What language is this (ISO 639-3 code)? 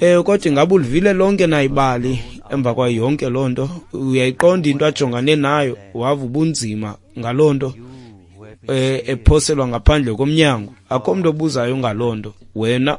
xho